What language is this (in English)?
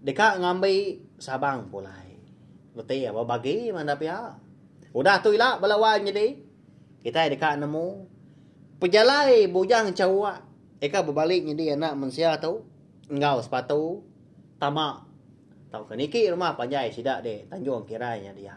Iban